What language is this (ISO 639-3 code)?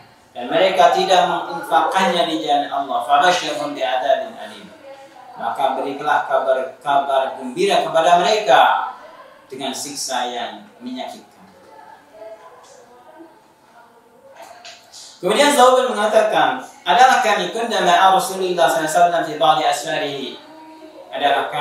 ind